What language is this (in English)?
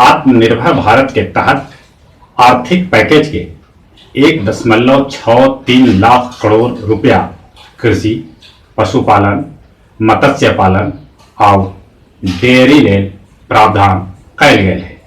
Magahi